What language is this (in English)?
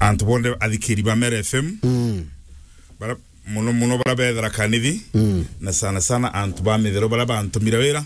Meru